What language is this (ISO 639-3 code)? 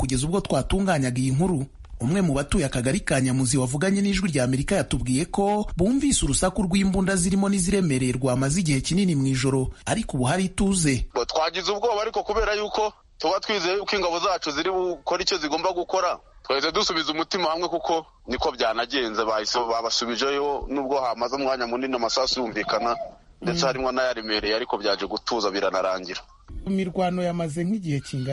kin